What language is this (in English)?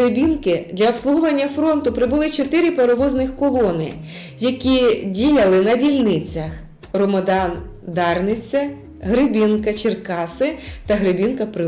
Ukrainian